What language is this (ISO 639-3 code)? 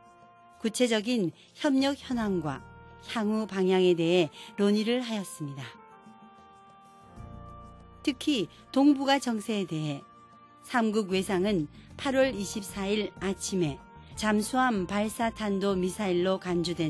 kor